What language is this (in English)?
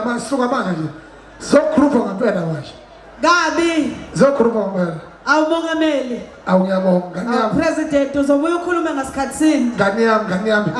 Zulu